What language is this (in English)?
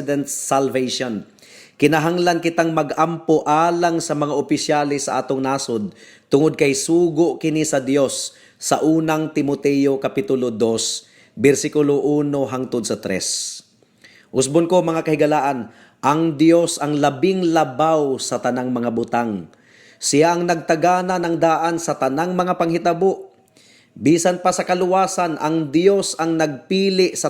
Cebuano